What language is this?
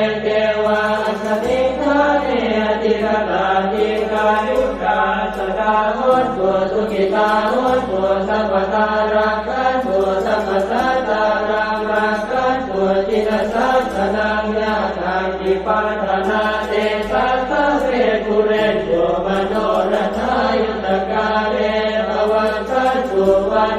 Pali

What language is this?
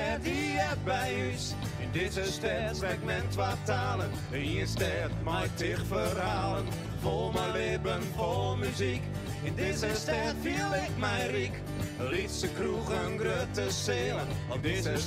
Western Frisian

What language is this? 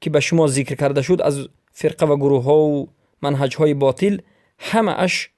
Persian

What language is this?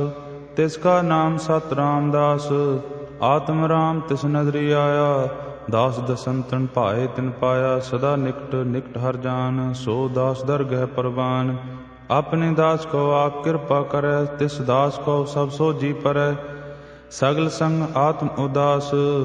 Punjabi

